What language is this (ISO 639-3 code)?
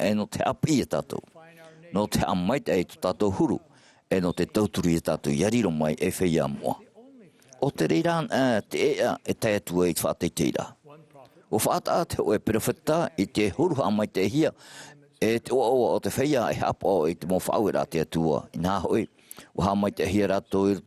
tah